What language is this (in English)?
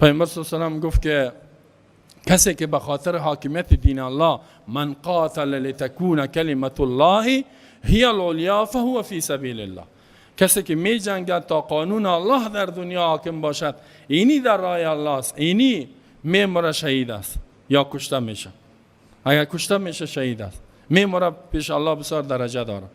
Persian